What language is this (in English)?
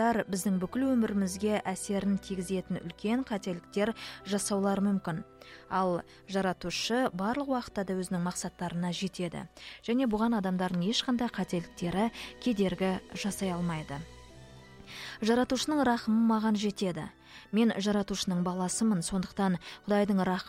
Kazakh